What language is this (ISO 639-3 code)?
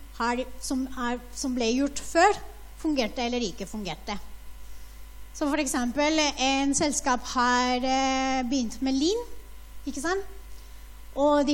nor